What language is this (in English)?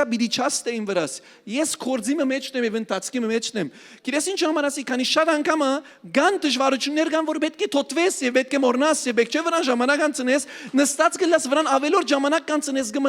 Western Armenian